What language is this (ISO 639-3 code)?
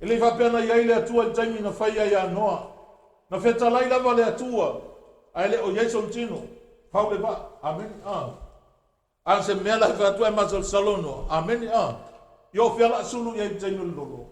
smo